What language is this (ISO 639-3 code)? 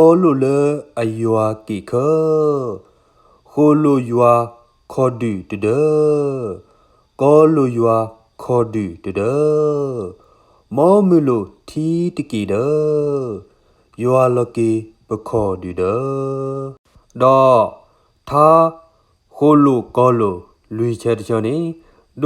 ksw